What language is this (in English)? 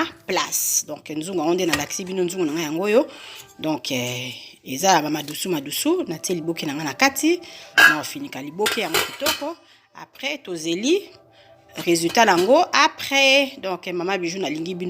Lingala